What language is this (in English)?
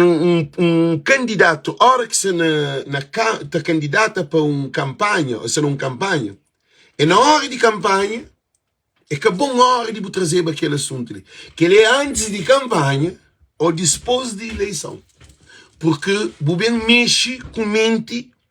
Kabuverdianu